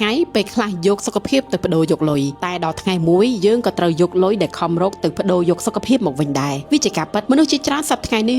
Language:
Khmer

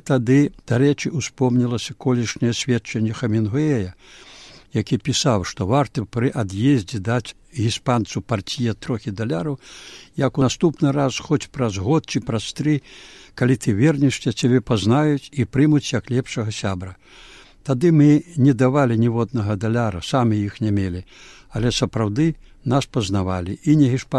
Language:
Belarusian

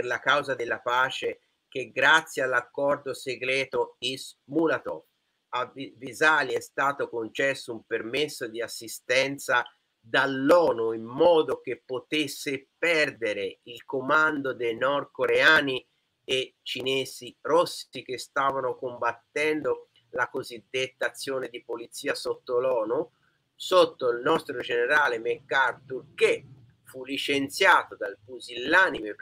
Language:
Italian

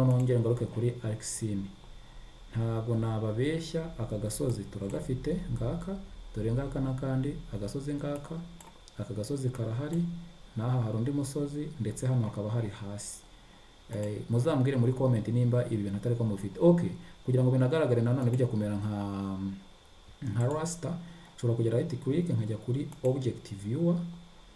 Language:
Kinyarwanda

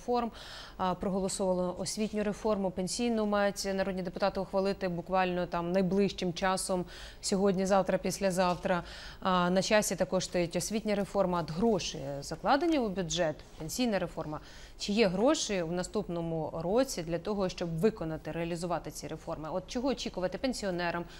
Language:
Ukrainian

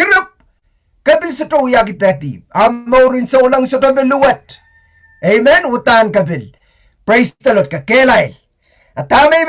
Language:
Pohnpeian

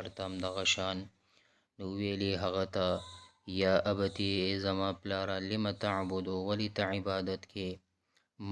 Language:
Pashto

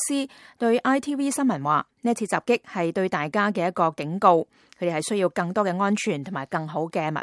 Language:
Cantonese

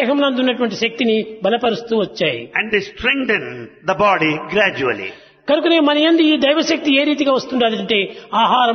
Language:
Telugu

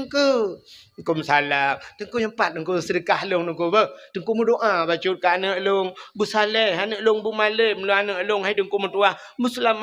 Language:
Achinese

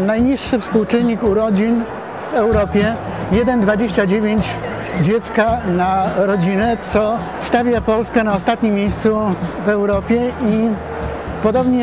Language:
Polish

